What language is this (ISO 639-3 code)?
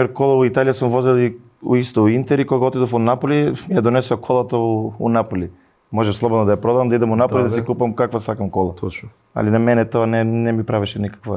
mkd